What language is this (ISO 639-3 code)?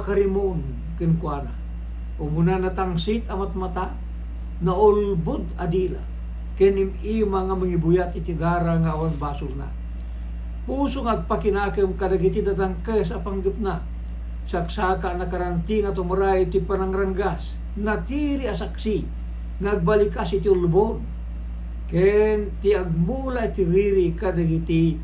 ilo